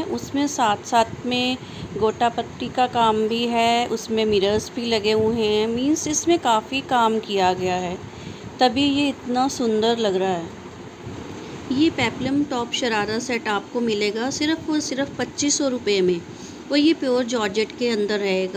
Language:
Hindi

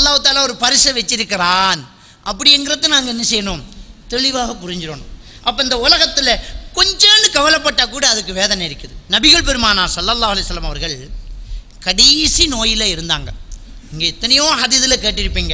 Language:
Tamil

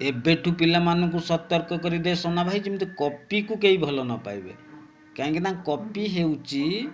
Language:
Odia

